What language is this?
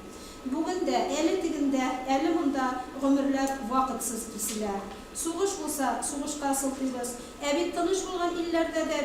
Tatar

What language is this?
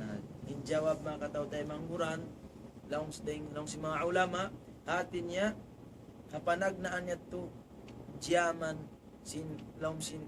Tausug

